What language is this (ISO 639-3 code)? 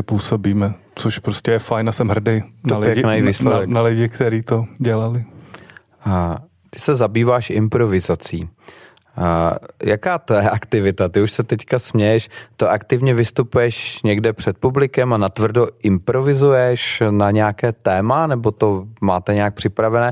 ces